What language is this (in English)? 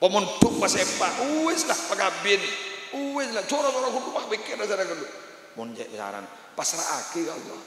Madurese